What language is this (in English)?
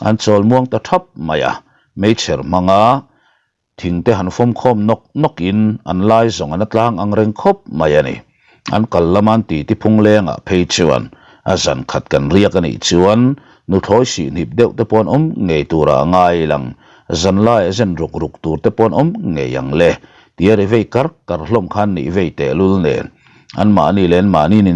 Mizo